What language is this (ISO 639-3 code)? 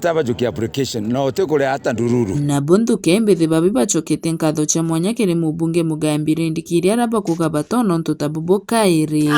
mer